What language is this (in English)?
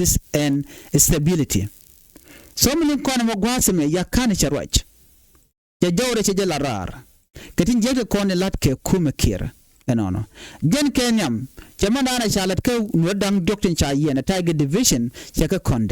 Nuer